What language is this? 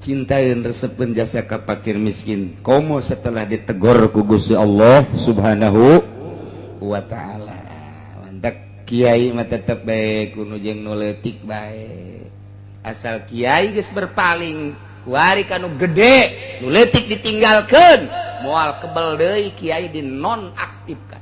Sundanese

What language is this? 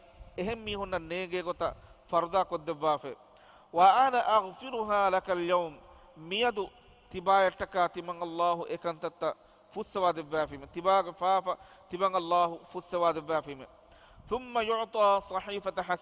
Divehi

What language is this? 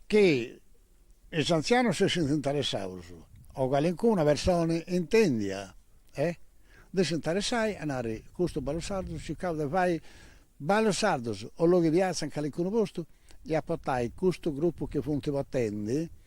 Sardinian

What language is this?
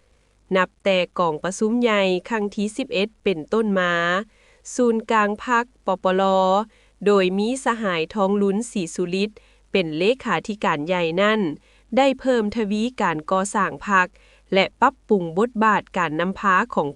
Lao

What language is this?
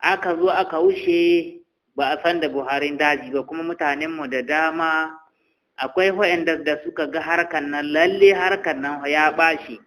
Hausa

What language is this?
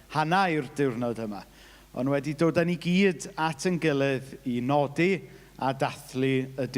Welsh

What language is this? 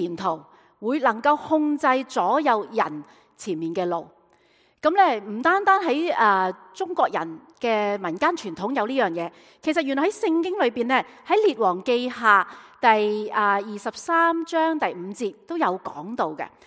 Cantonese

